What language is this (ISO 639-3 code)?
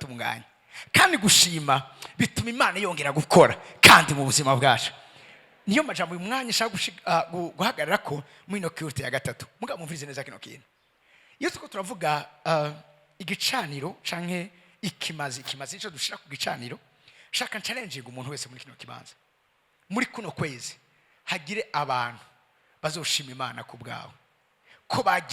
run